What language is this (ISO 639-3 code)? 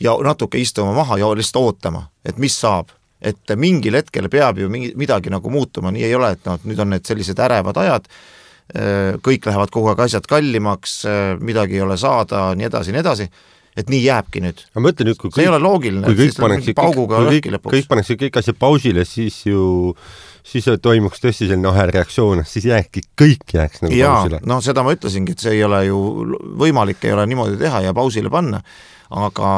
est